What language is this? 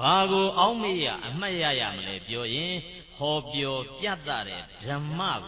Burmese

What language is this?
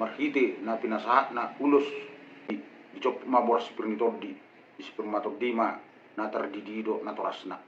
Batak Toba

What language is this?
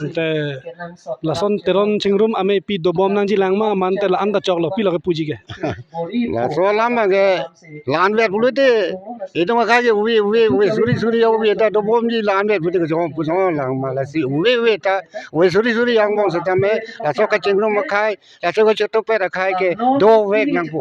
Karbi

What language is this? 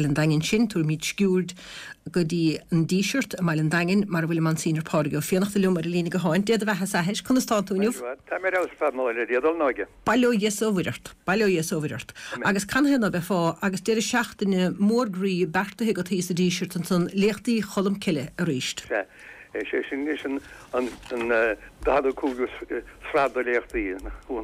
Irish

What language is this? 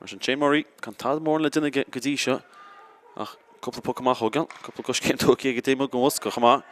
Irish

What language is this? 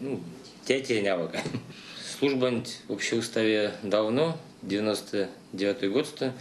Erzya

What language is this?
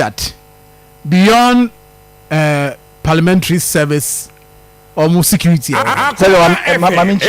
Akan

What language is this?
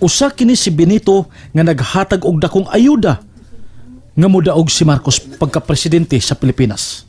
Cebuano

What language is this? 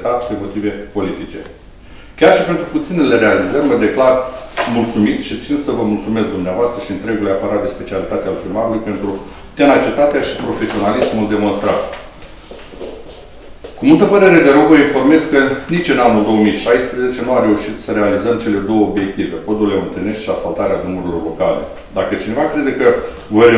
Romanian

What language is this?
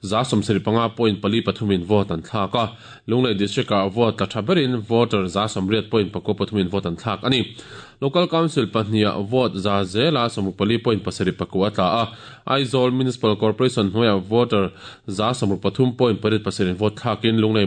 Mizo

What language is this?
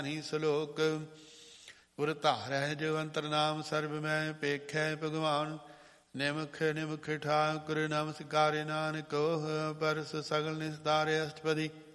Punjabi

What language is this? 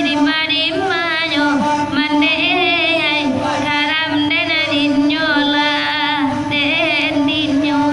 Minangkabau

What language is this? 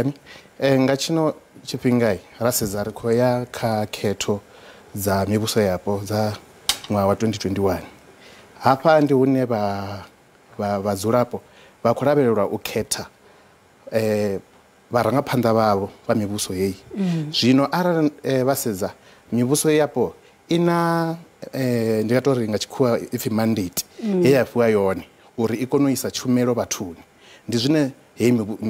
Venda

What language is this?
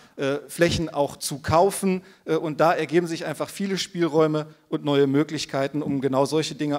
German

